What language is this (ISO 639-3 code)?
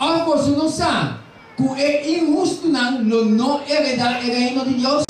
pap